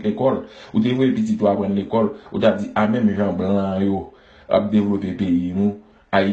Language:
Haitian Creole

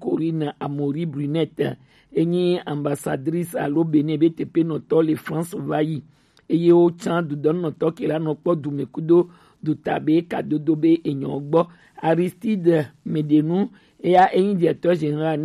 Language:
Gen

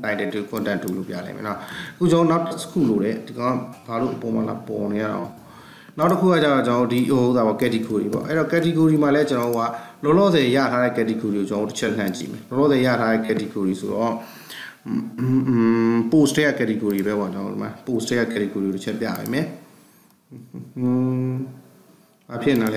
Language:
Burmese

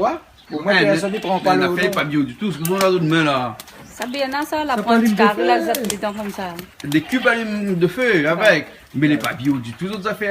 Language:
Réunion Creole French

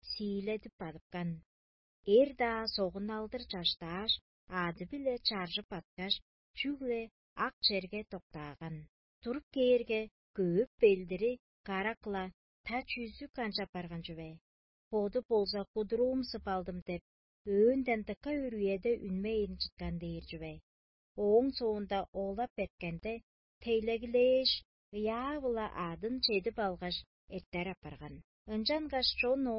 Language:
Tuvinian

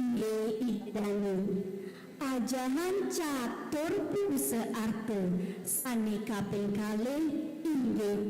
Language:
Balinese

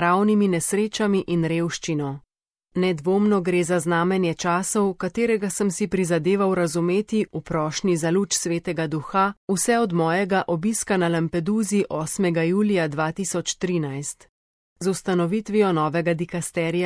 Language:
Slovenian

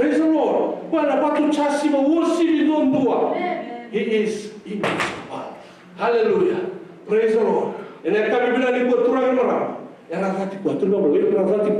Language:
Fijian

